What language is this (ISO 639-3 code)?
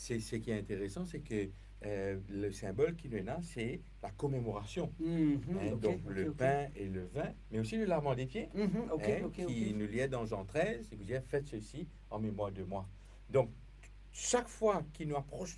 mfe